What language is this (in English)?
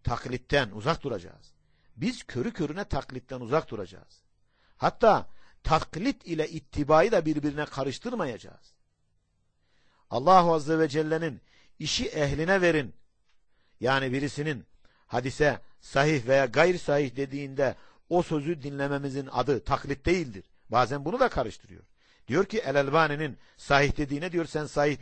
Turkish